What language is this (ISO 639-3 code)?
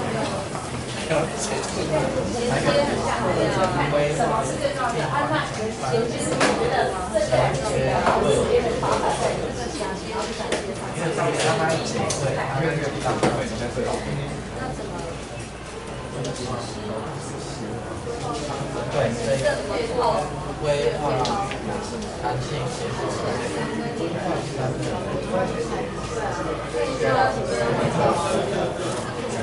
zho